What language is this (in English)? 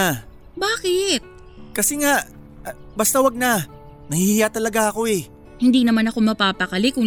Filipino